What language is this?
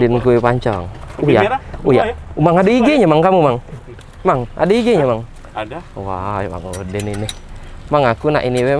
Musi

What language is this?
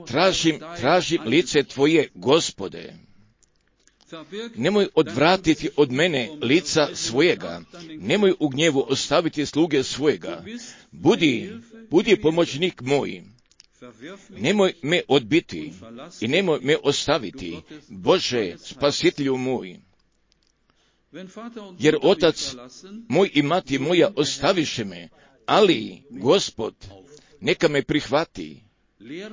Croatian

